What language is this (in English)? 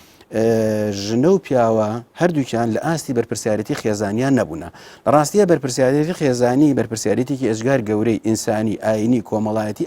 Central Kurdish